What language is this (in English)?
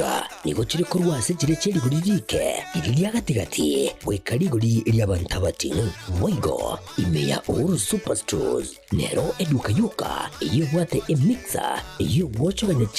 Gusii